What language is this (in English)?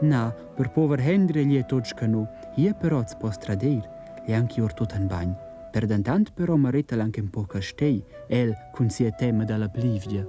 Romansh